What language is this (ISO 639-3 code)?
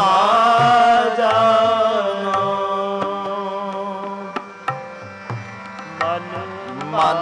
pan